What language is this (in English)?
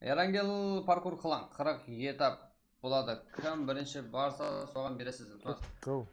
Kara-Kalpak